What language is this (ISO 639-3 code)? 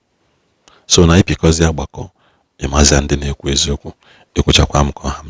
ibo